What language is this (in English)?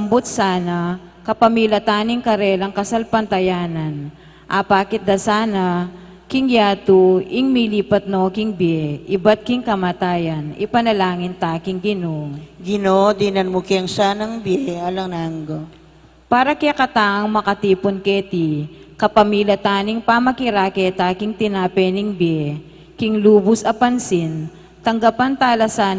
Pampanga